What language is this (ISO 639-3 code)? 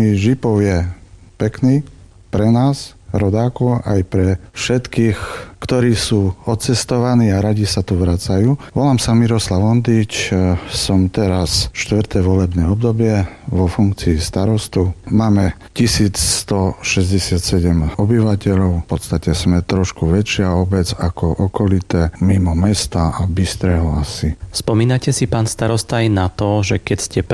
slk